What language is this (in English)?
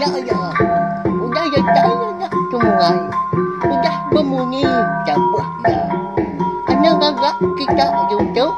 Iban